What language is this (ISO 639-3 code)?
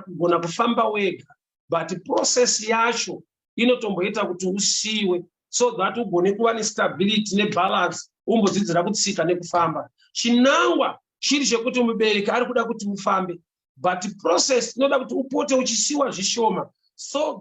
sna